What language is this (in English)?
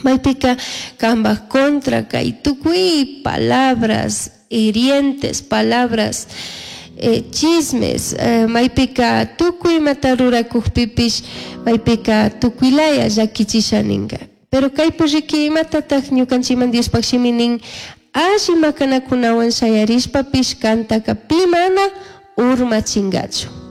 Chimborazo Highland Quichua